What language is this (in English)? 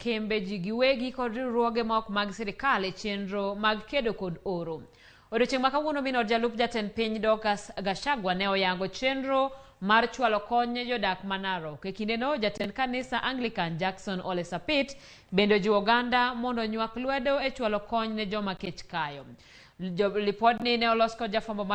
Luo (Kenya and Tanzania)